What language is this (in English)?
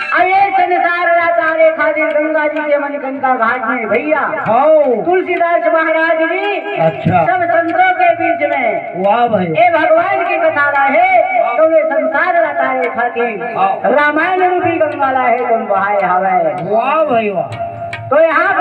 Chhattisgarhi